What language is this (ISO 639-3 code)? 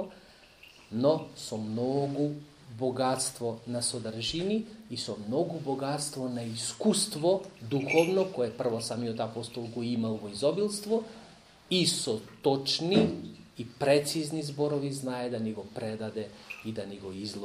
mkd